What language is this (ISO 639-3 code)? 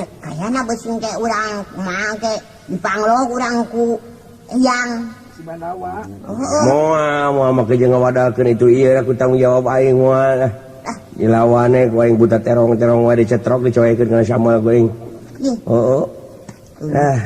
sun